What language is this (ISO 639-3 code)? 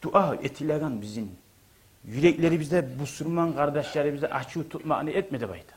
kum